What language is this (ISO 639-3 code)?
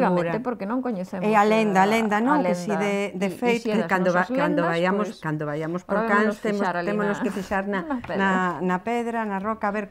glg